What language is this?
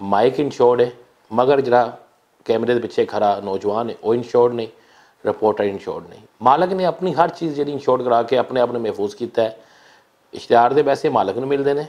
Western Panjabi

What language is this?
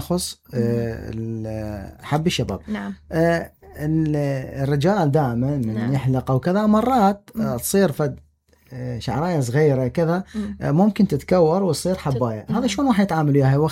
Mesopotamian Arabic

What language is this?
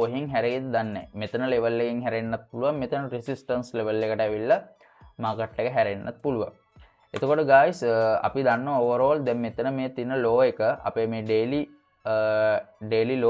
Sinhala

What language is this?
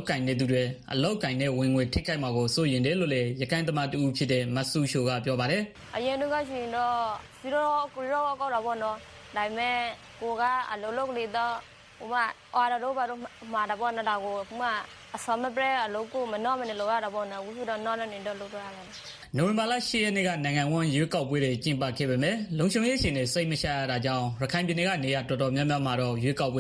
Burmese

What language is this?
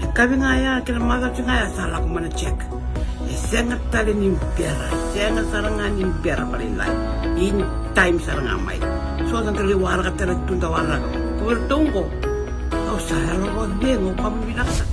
Fijian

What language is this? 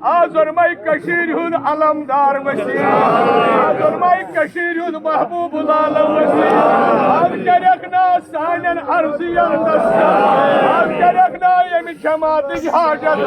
Kashmiri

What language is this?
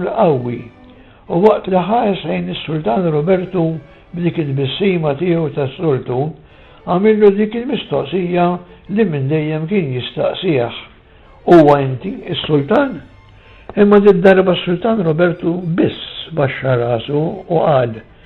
Maltese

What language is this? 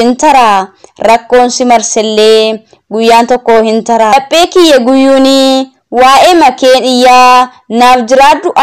Oromo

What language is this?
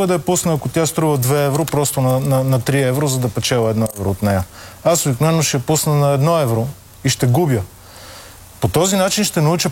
Bulgarian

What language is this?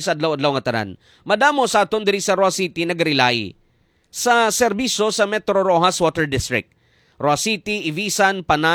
Hiligaynon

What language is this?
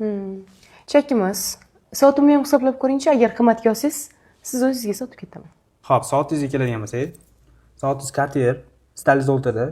Uzbek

